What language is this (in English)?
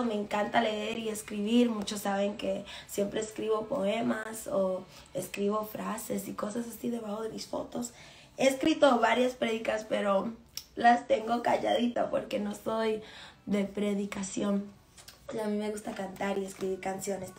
Spanish